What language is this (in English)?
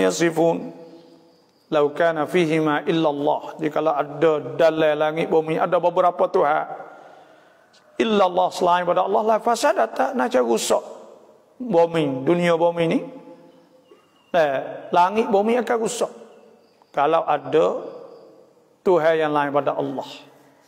Malay